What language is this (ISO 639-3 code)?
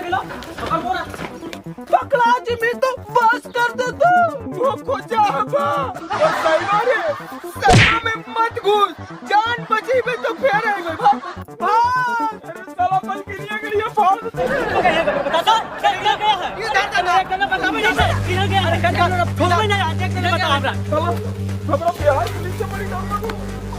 mag